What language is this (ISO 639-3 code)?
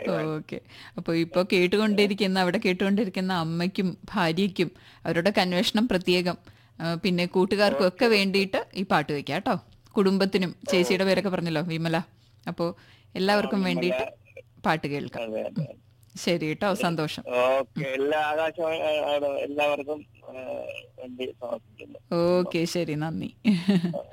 mal